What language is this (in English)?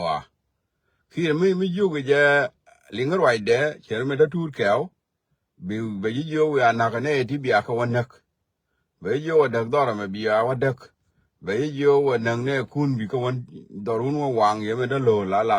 Nuer